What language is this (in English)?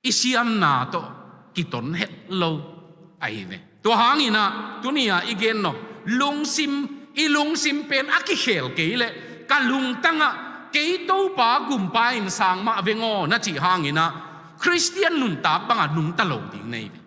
Tedim Chin